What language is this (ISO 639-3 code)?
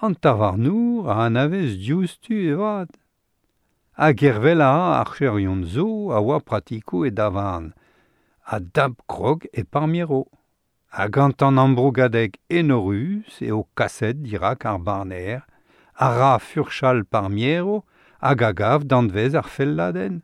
bre